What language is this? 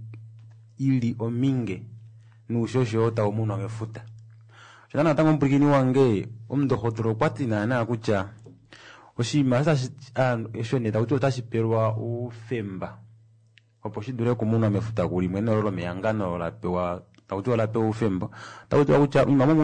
Kuanyama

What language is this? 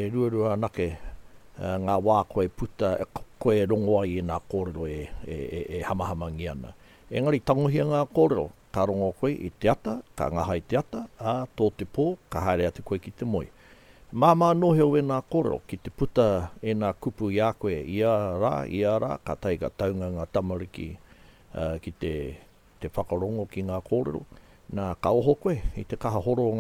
Māori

